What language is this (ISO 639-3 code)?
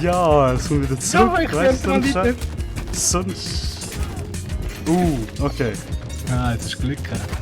gsw